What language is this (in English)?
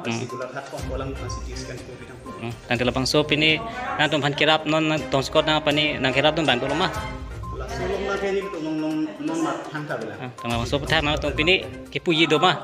Karbi